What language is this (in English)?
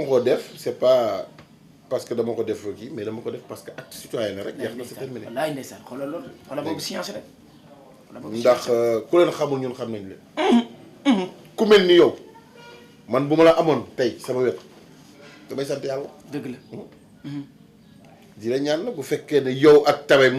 Wolof